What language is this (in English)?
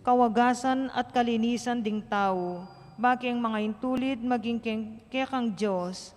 Pampanga